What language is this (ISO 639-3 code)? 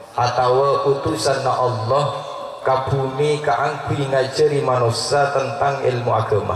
mad